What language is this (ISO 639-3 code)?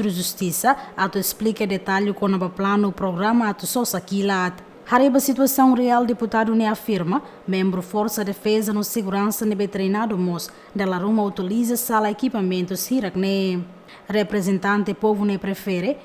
tet